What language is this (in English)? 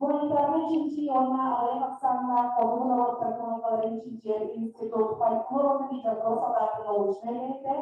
Yakut